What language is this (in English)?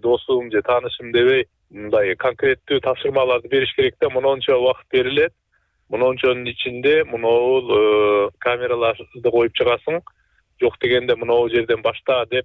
Kyrgyz